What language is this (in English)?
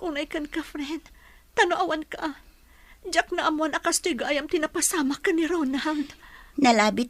Iloko